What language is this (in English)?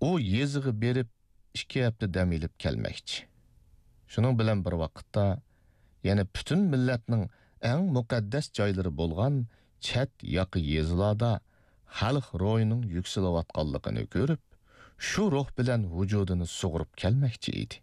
Uyghur